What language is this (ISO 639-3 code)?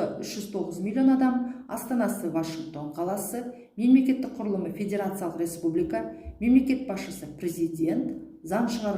kaz